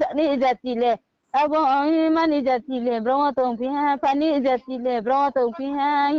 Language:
Riang (India)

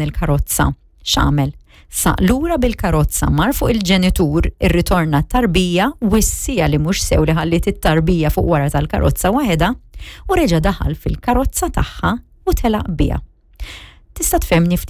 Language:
Maltese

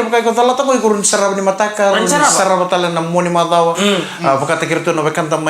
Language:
Fijian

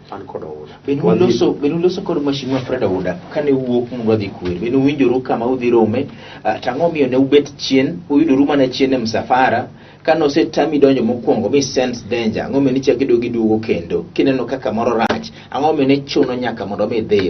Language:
Luo (Kenya and Tanzania)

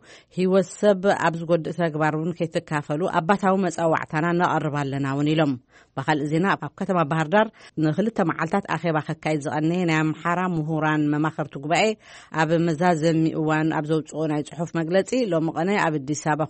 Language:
Tigrinya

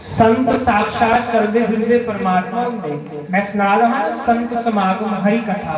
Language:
Dogri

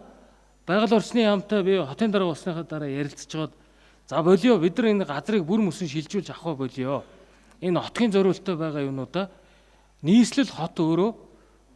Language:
Mongolian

